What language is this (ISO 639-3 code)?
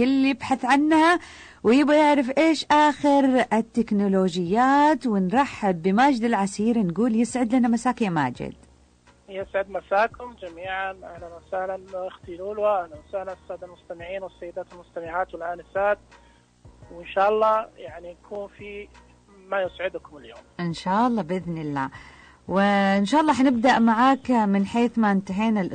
ars